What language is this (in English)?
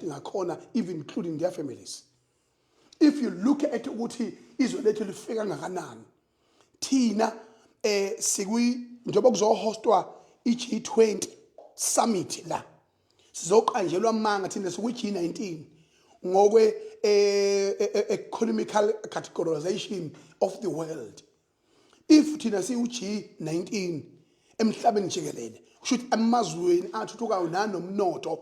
Zulu